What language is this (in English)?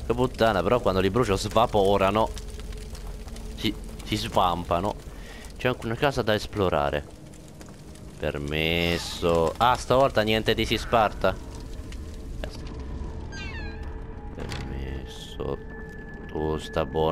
Italian